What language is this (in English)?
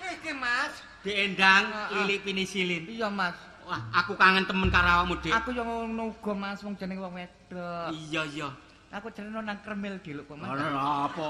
Javanese